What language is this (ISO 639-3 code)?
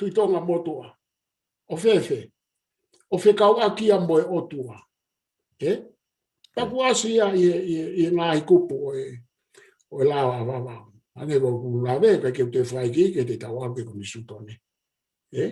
ton